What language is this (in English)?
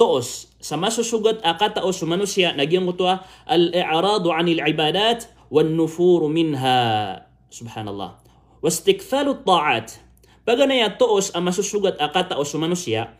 Maranao